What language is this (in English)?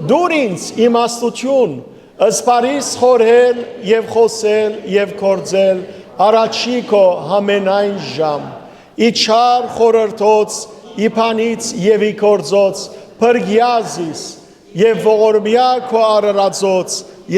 Western Armenian